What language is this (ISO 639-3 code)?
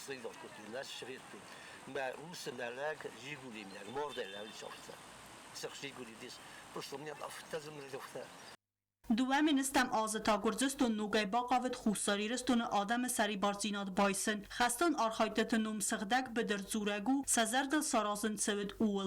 oss